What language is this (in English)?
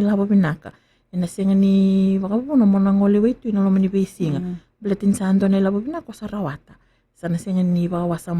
Fijian